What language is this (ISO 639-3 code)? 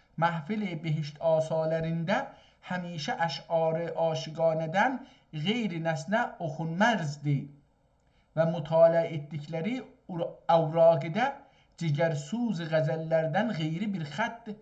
azb